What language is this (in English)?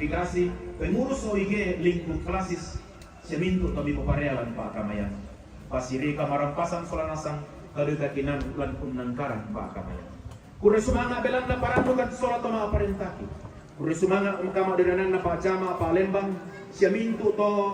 Toraja-Sa'dan